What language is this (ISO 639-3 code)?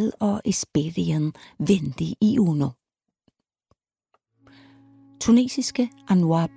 dan